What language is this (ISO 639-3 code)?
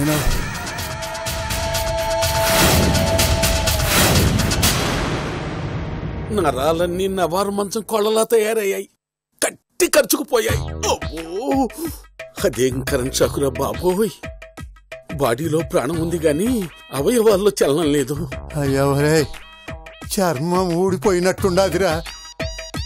tel